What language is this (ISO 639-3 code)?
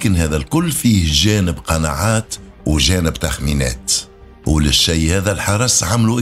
aeb